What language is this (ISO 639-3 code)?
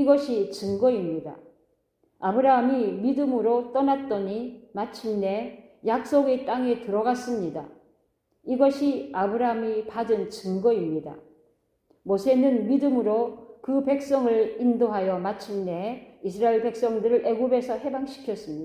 kor